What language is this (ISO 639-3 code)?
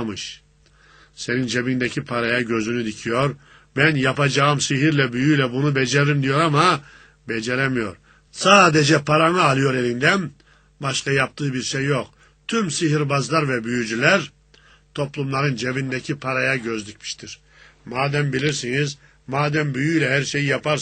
tur